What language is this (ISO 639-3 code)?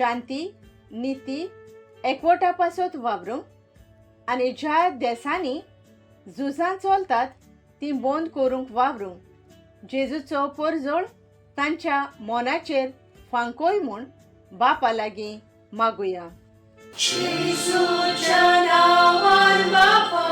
kok